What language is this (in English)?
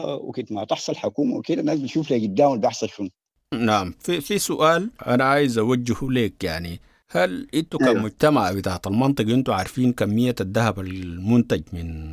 Sudanese Arabic